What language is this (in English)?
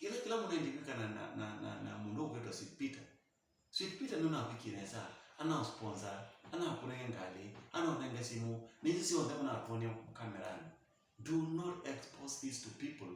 Kamba